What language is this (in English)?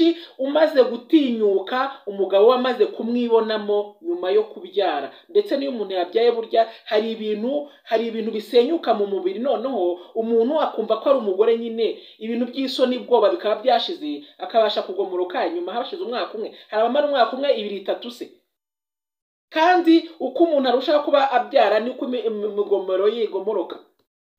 Kinyarwanda